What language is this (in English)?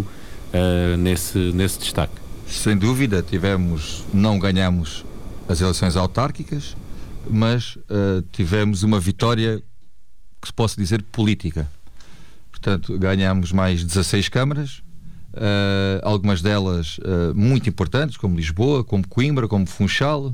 Portuguese